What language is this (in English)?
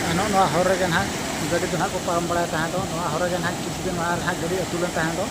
Santali